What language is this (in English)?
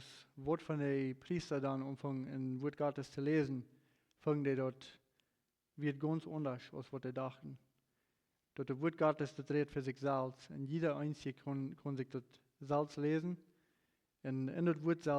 Plautdietsch